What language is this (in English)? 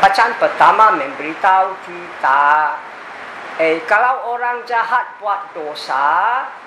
Malay